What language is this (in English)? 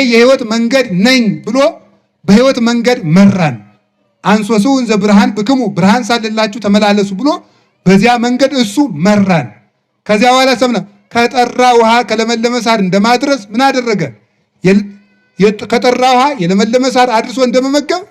Amharic